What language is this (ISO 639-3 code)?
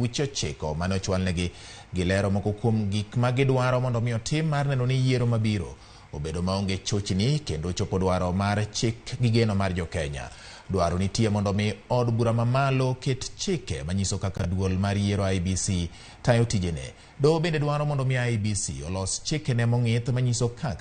luo